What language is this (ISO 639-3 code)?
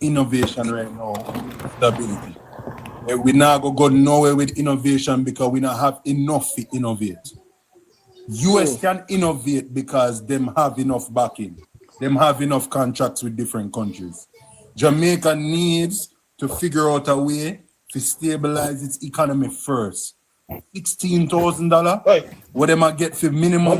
jam